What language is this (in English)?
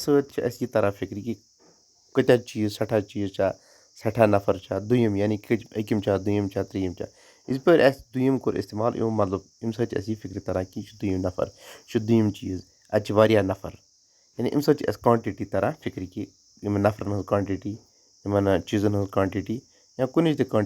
Kashmiri